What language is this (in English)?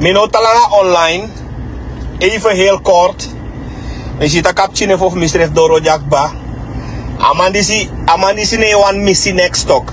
Sranan Tongo